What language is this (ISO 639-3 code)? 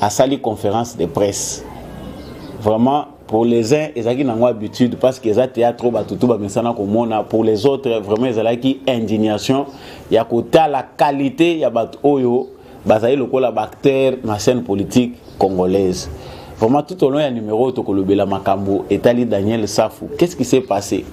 lin